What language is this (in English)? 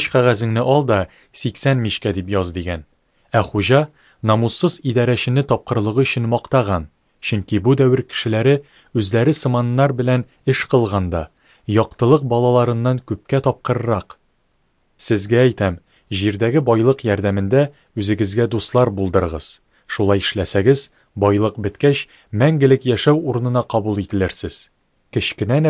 Tatar